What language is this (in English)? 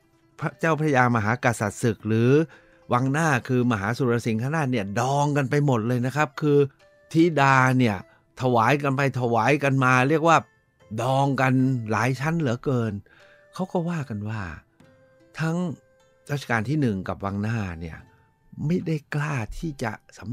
Thai